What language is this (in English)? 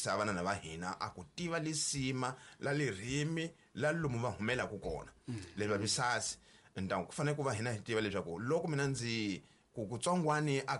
Tsonga